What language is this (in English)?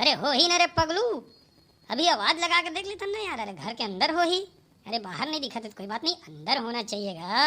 Chhattisgarhi